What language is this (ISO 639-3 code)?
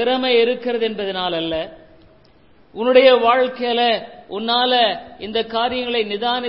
tam